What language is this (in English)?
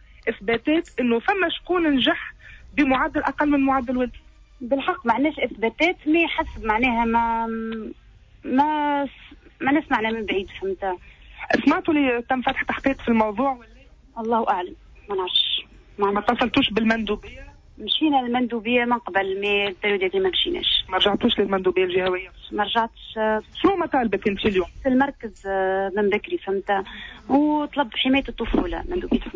Tunisian Arabic